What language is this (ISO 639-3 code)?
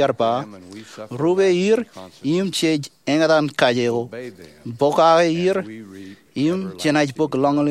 mah